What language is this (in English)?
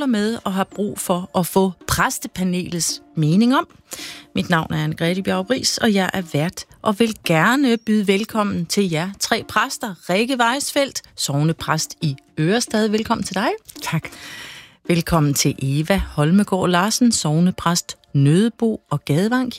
Danish